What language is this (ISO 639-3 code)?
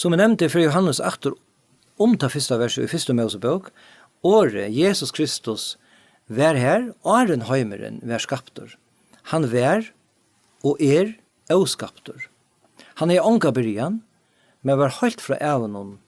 fao